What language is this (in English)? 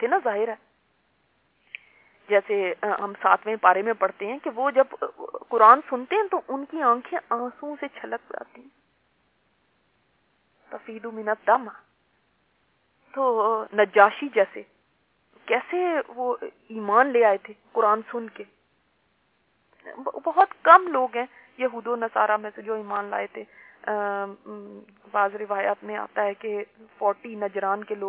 Urdu